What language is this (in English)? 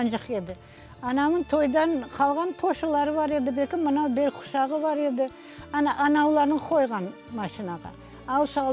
Crimean Tatar